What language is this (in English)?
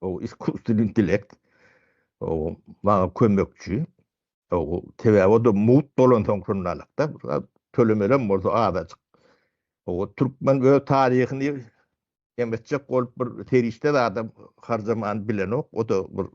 Turkmen